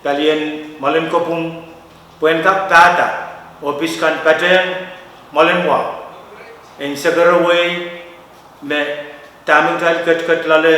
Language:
Pohnpeian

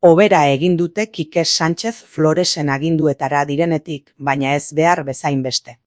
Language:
Basque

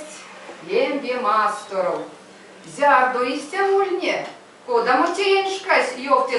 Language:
Erzya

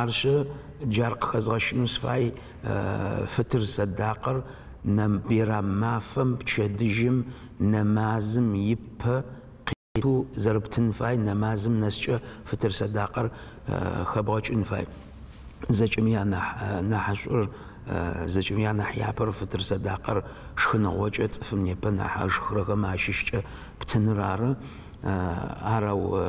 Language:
Adyghe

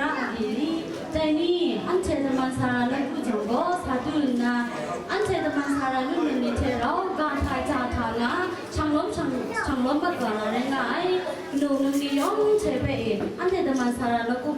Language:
Kachin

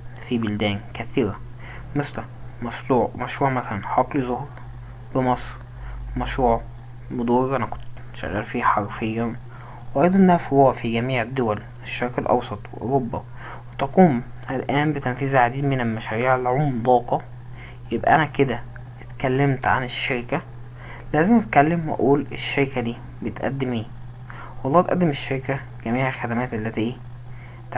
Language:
Egyptian Arabic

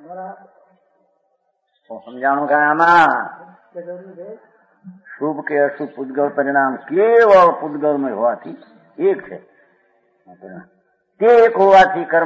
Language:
Gujarati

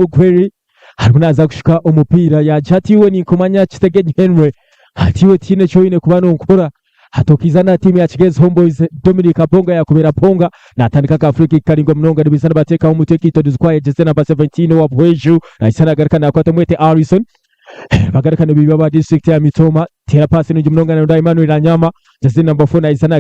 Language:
Nyankole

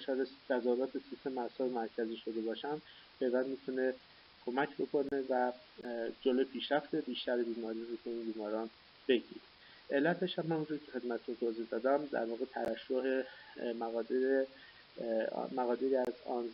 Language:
Persian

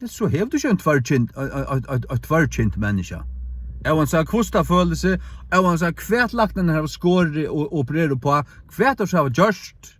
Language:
Faroese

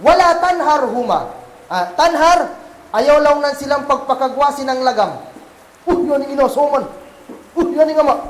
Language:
Kagan Kalagan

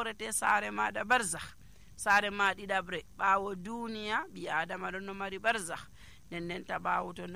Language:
Nigerian Fulfulde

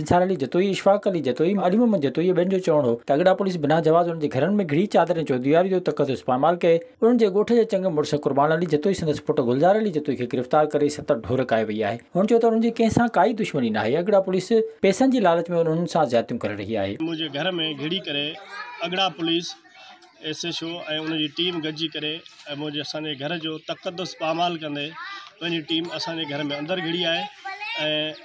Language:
Sindhi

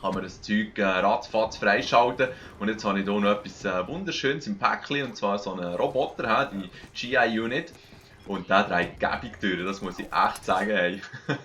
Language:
Swiss German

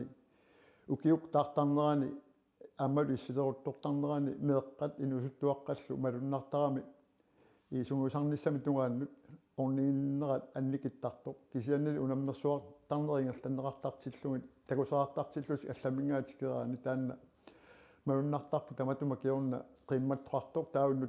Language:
Kalaallisut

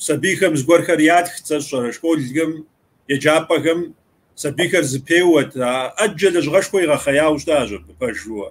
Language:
Kabardian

